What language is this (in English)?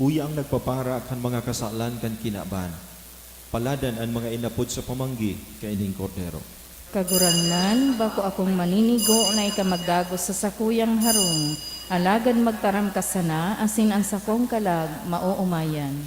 Bikol